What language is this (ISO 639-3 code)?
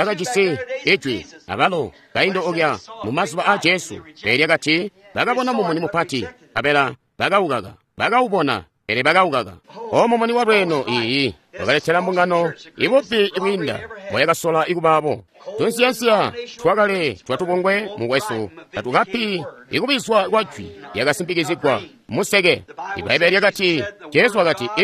toi